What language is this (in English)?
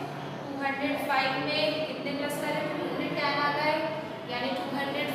Hindi